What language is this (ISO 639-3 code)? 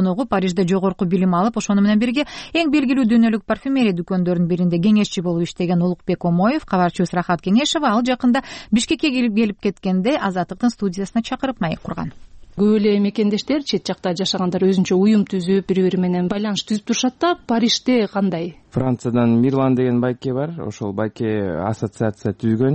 kir